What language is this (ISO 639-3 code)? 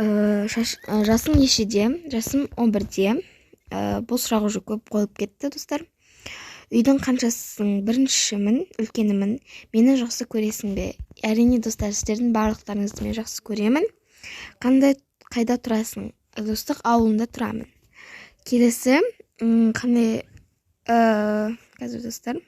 kaz